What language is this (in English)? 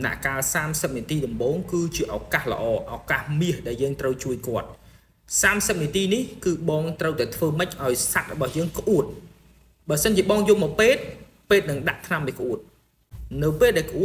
Khmer